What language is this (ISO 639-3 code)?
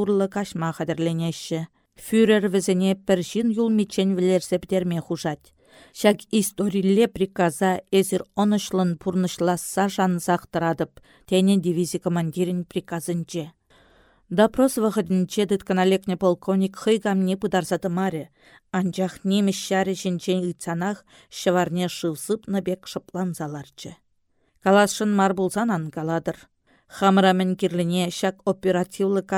chv